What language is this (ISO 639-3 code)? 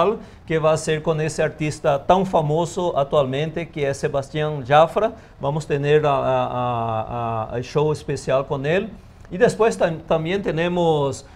spa